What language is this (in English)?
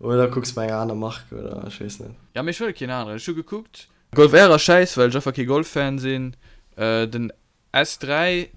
Luxembourgish